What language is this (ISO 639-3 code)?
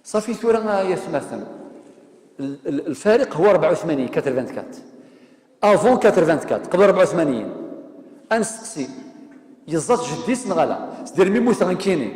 kab